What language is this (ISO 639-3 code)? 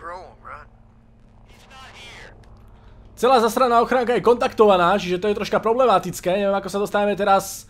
slk